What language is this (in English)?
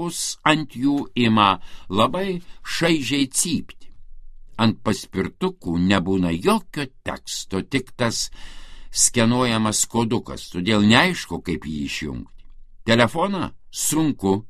Lithuanian